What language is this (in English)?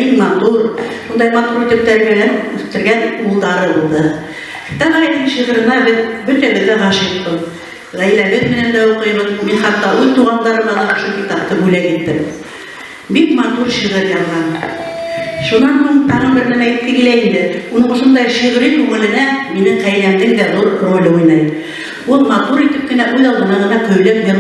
Bashkir